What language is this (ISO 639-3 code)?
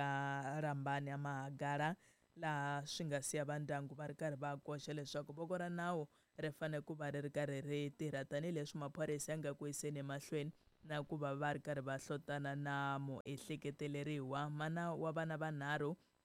tso